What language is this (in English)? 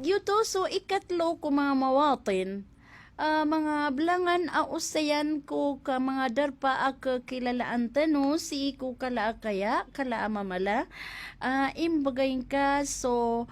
Maranao